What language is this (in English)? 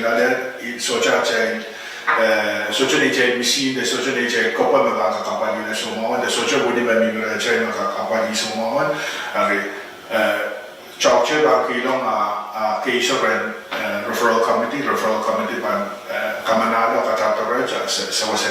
Pohnpeian